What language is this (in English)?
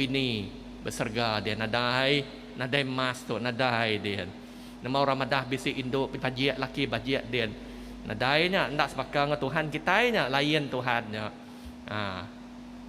Iban